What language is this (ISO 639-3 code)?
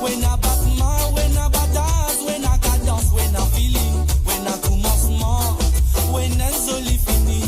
mfe